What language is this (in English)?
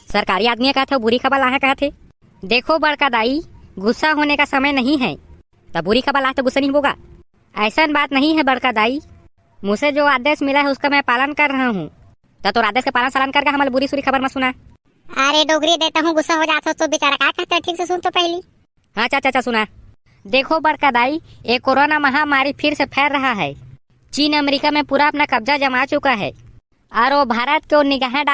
Chhattisgarhi